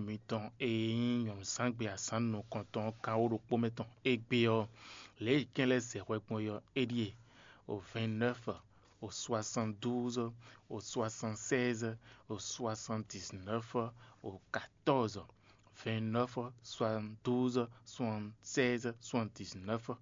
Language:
Fon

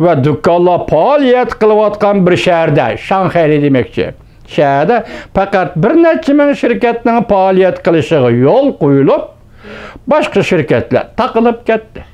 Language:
Uyghur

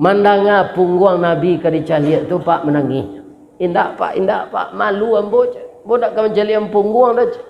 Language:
Minangkabau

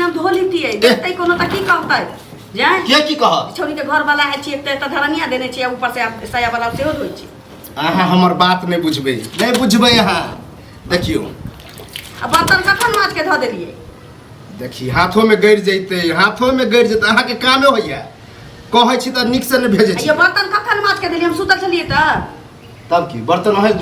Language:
Maithili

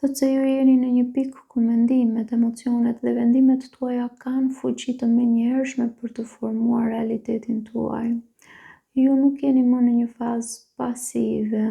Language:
Albanian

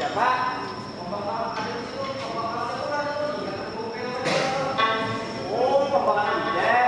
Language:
Banjar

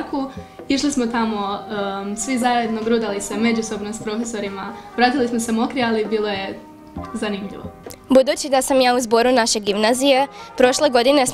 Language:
Croatian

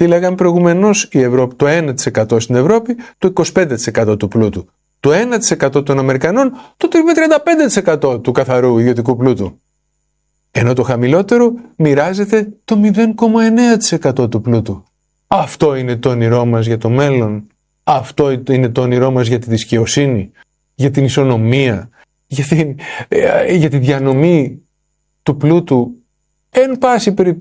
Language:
Greek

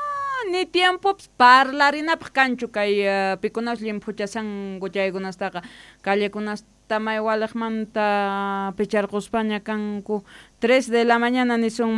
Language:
South Bolivian Quechua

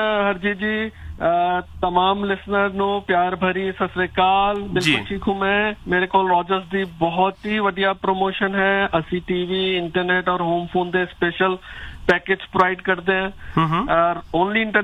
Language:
Punjabi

